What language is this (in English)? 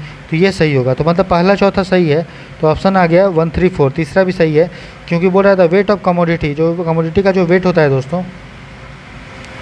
Hindi